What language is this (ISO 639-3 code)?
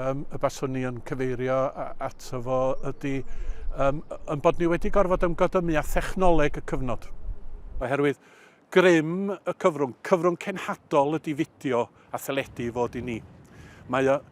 cym